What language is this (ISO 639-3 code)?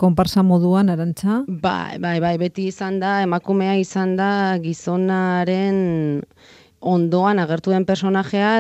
eus